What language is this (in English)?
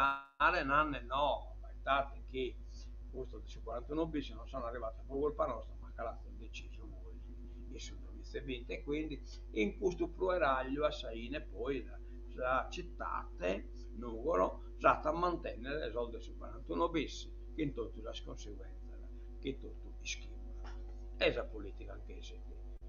Sardinian